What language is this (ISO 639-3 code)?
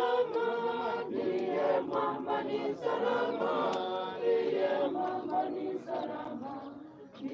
swa